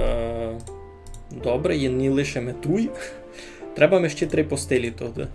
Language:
Rusyn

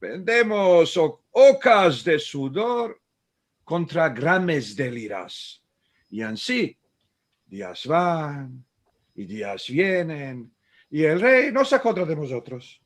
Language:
Ladino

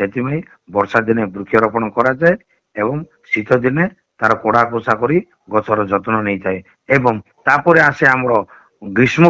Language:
Odia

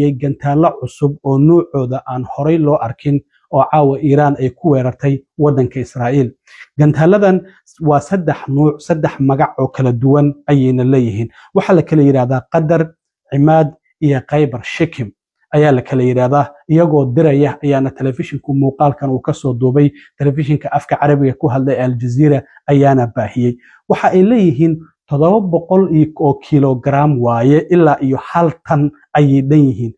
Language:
Somali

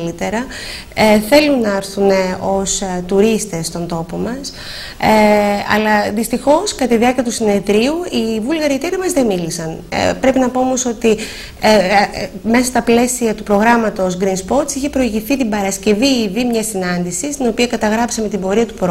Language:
Greek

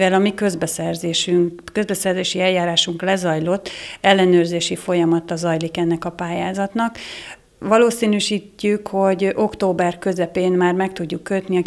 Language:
Hungarian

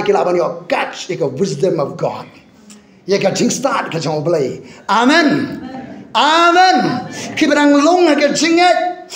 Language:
Khasi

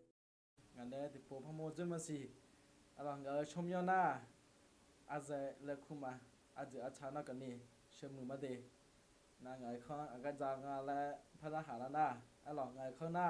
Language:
Akha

